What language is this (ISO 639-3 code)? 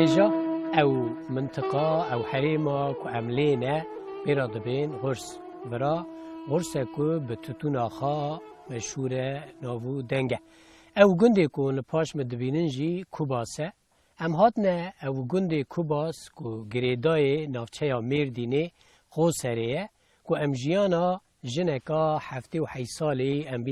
kur